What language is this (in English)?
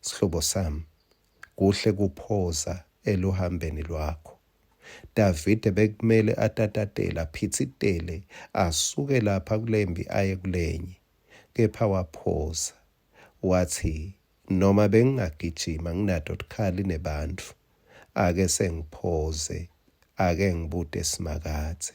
Swati